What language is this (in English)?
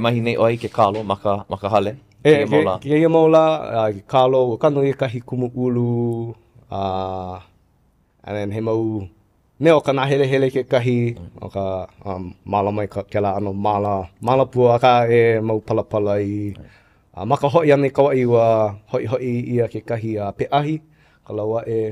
Hawaiian